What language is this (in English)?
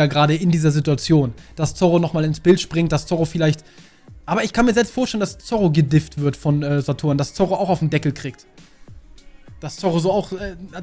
German